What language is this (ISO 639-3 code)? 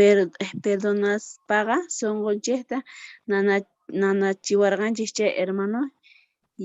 que